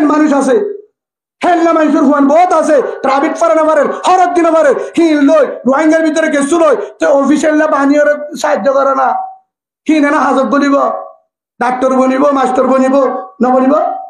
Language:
Rohingya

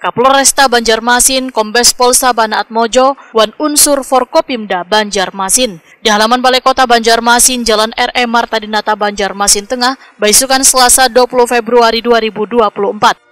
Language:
Banjar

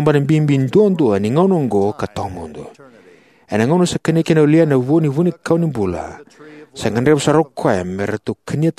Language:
Fijian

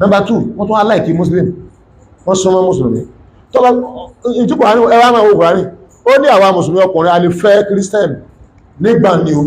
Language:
Yoruba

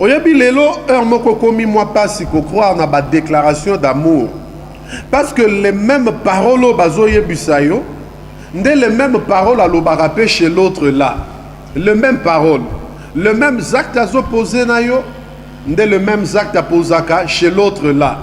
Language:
Lingala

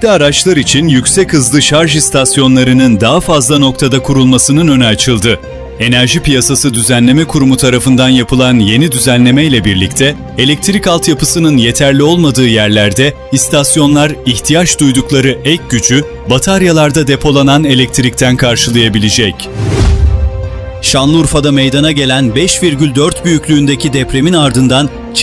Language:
Turkish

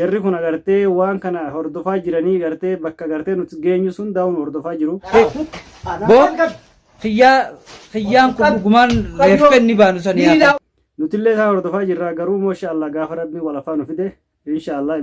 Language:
Oromo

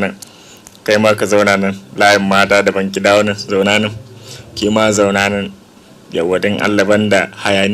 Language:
Hausa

